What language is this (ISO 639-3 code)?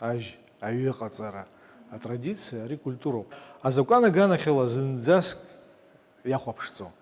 abk